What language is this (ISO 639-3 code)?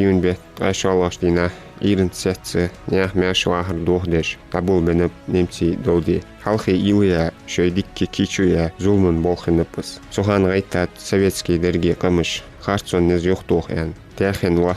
inh